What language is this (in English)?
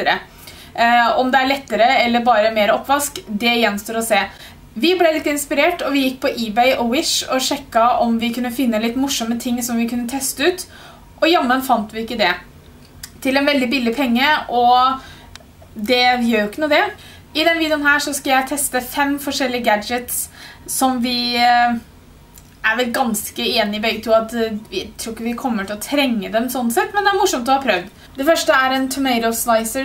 Norwegian